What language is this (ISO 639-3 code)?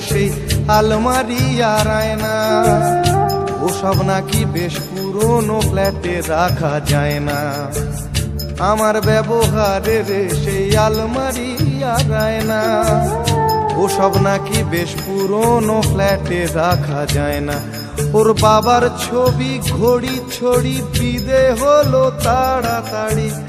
ben